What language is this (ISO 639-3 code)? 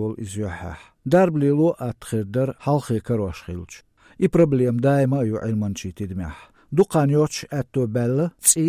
che